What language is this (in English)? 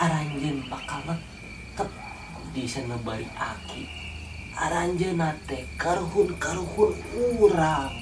Sundanese